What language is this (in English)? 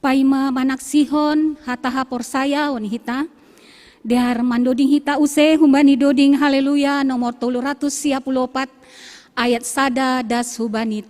Batak Simalungun